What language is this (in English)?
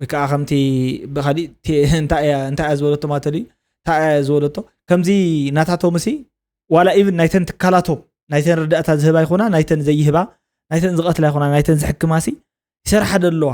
Tigrinya